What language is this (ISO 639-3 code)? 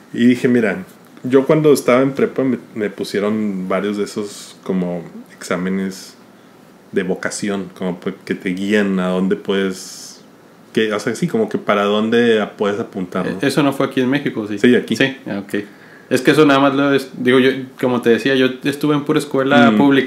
spa